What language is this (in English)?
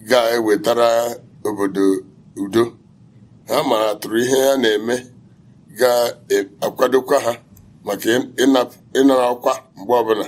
Igbo